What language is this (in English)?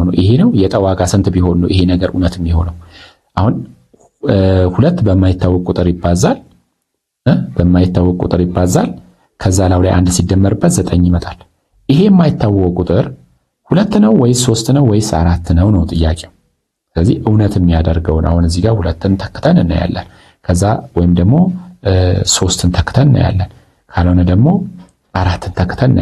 Amharic